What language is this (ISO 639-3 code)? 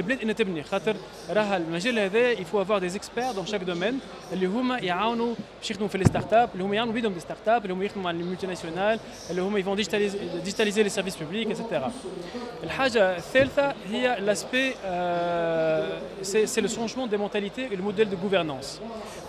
aeb